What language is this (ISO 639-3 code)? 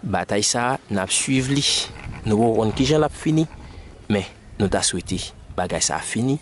hat